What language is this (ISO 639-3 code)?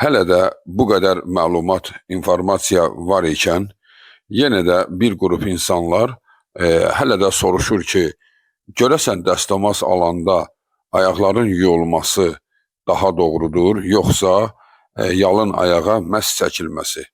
aze